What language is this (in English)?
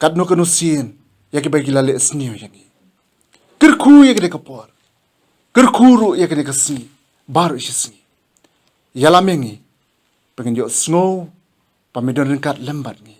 Khasi